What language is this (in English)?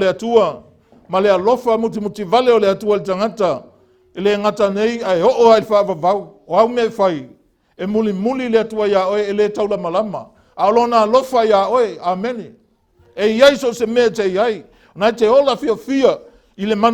Samoan